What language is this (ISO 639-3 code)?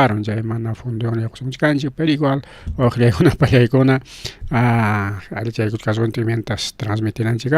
quy